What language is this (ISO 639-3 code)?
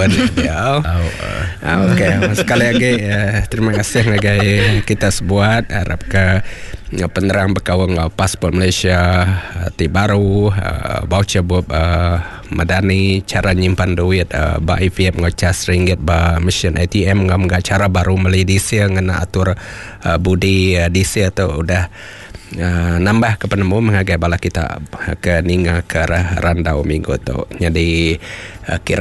iba